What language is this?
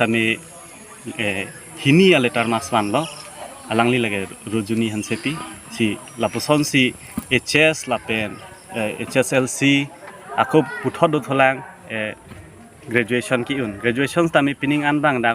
Karbi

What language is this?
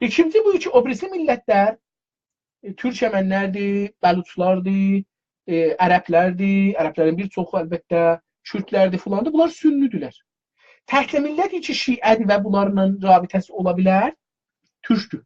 South Azerbaijani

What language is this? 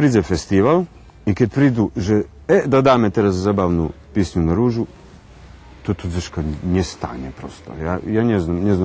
Rusyn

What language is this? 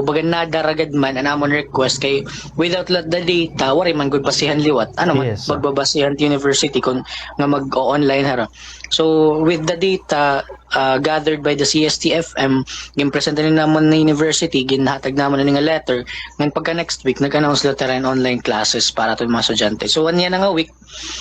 Waray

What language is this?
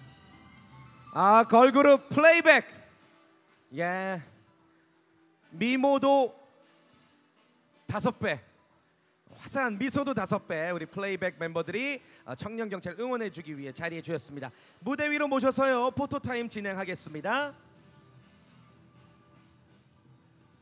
Korean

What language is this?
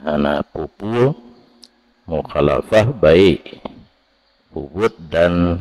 Achinese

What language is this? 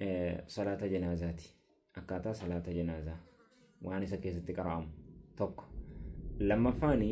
Oromo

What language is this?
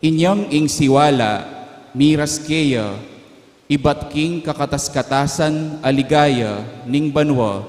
Pampanga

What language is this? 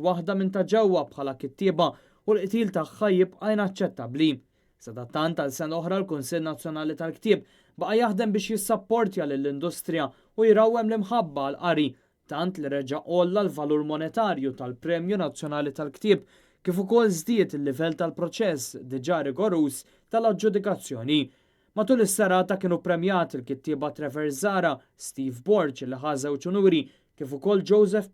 Maltese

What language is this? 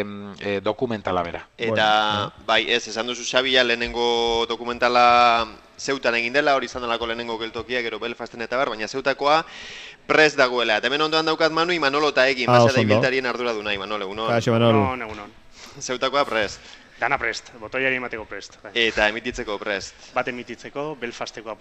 Basque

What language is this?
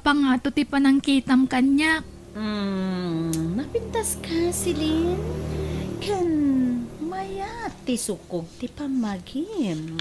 Iloko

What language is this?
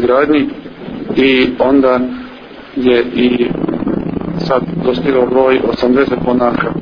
Serbian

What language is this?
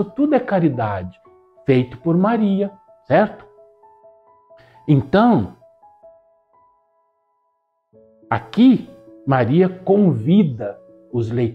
Portuguese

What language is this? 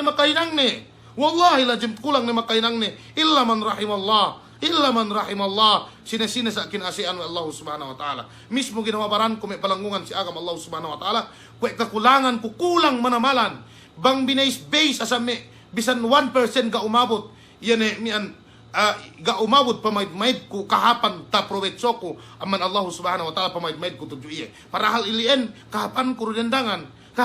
Yakan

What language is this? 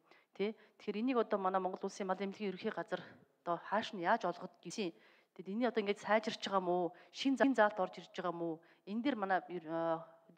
Mongolian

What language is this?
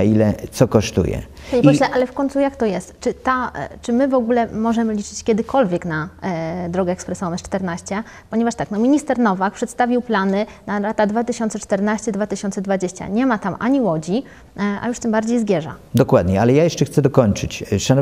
Polish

